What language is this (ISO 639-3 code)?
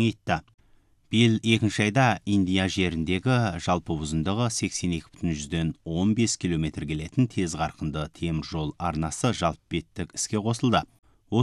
kaz